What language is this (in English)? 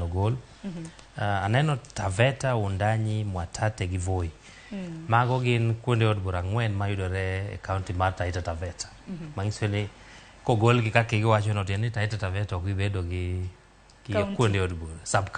Luo (Kenya and Tanzania)